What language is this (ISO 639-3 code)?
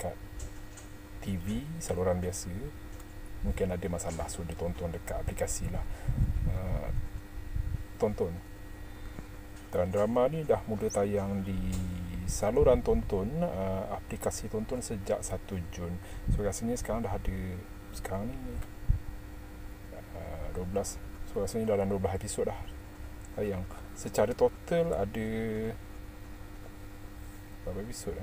msa